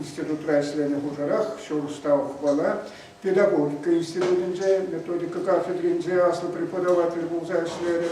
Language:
Chuvash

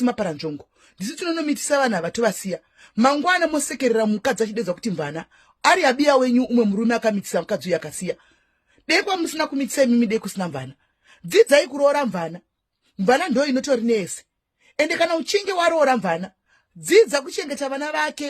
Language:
Shona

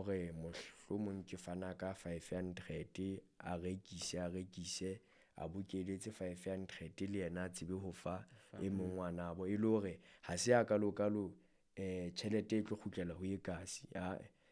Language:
Southern Sotho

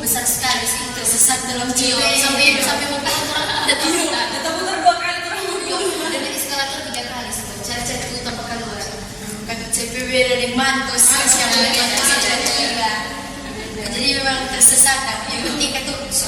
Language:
Manado Malay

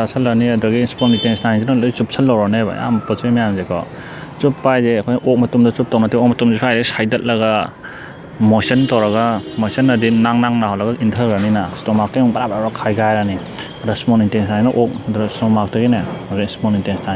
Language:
Manipuri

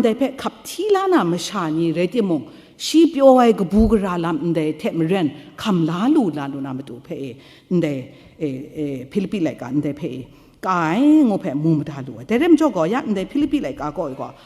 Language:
Kachin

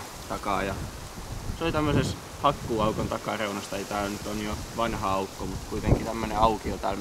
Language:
Finnish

